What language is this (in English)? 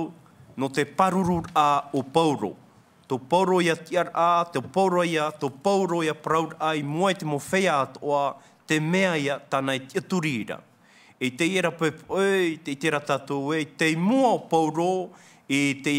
Tahitian